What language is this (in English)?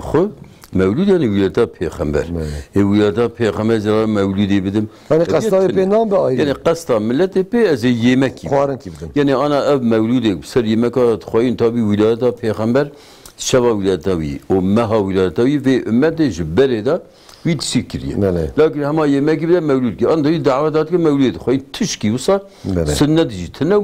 Kurdish